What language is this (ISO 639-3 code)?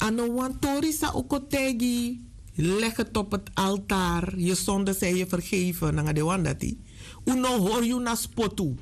srn